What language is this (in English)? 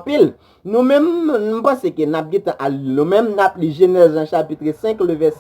Haitian Creole